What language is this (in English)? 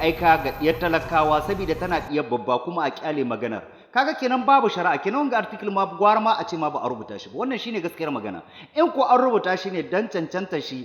Hausa